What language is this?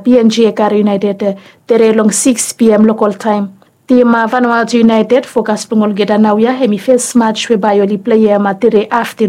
Bislama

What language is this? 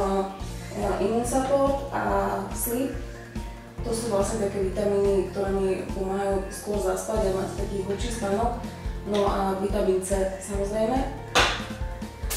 Slovak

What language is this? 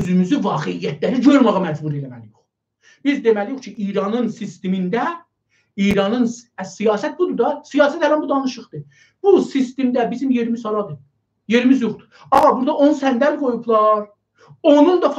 South Azerbaijani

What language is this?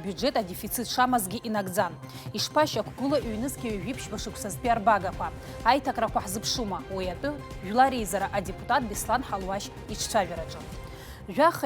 Abkhazian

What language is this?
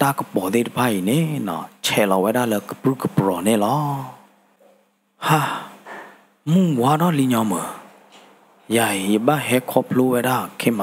S'gaw Karen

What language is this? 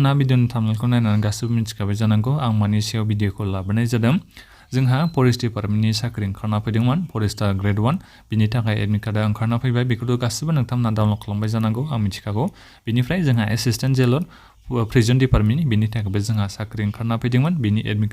Bodo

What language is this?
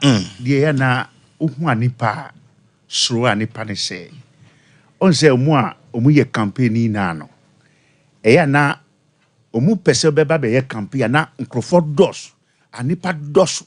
Akan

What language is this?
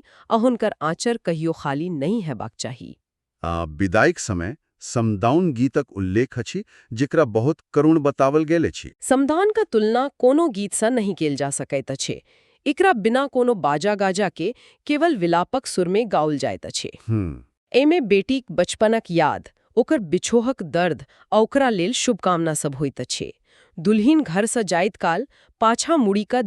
Maithili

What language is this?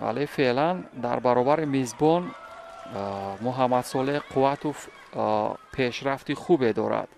Tajik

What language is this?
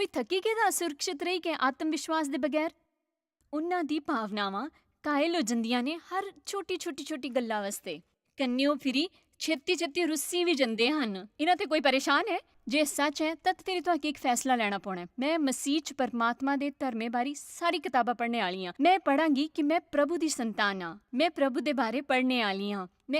Dogri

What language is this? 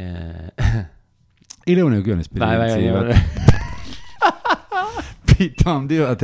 Basque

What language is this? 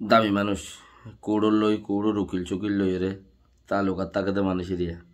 Rohingya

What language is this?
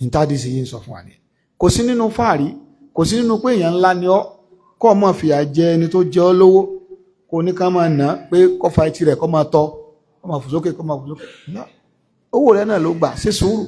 Yoruba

